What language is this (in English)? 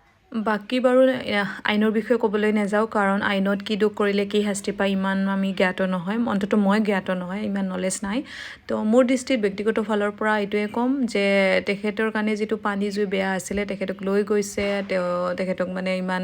Assamese